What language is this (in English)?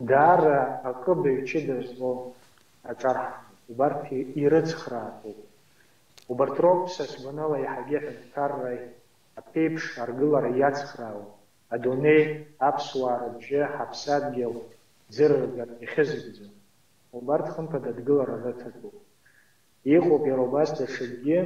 Abkhazian